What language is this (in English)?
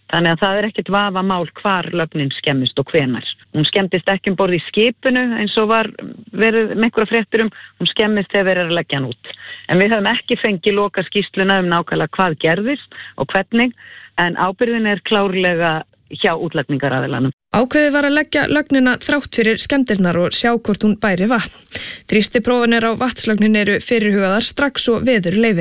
Icelandic